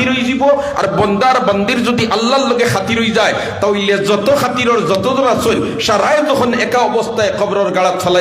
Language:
Sylheti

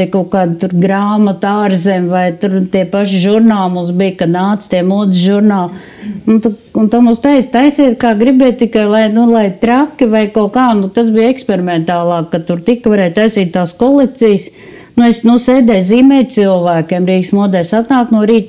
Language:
Latvian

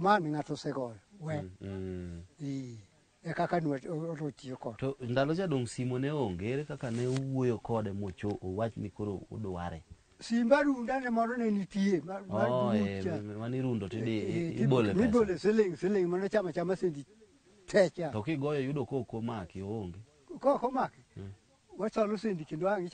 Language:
Luo (Kenya and Tanzania)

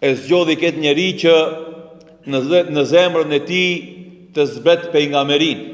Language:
Albanian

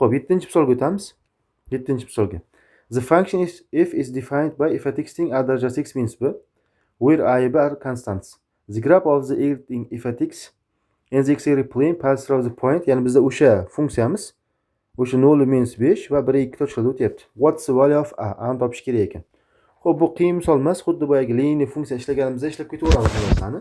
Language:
Uzbek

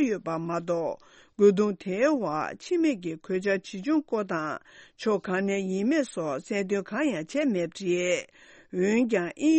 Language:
Tibetan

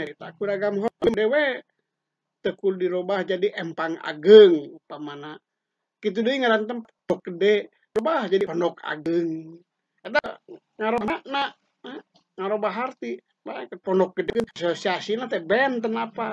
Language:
Sundanese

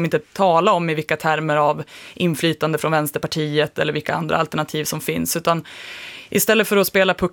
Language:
Swedish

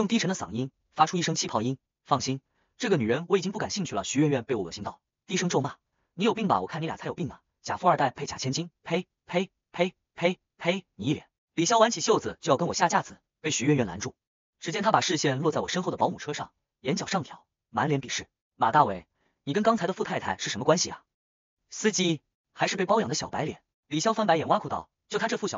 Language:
Chinese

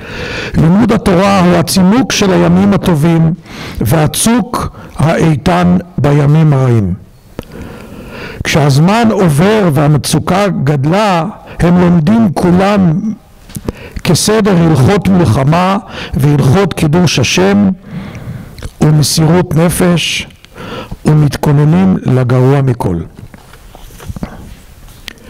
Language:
Hebrew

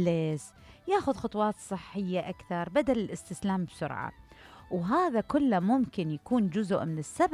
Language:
Mesopotamian Arabic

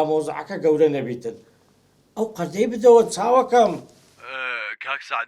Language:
Central Kurdish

